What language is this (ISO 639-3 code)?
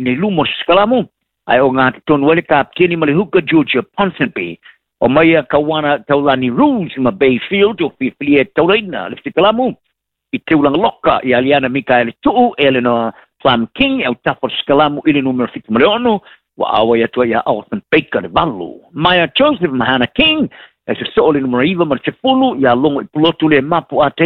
smo